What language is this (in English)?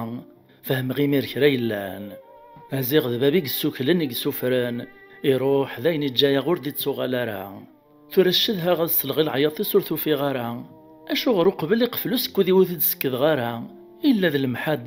Kabyle